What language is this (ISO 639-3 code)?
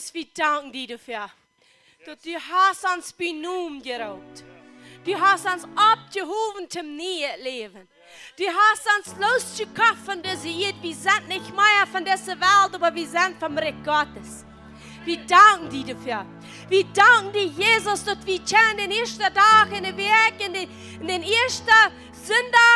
pdt